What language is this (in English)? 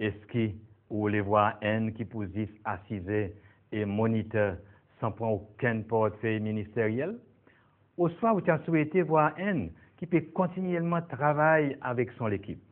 Seselwa Creole French